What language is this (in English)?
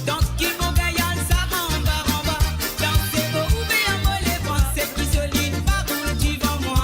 Morisyen